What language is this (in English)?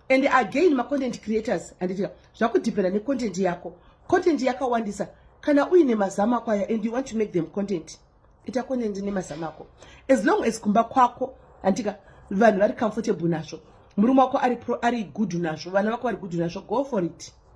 Shona